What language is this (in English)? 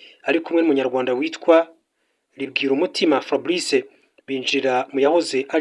Kinyarwanda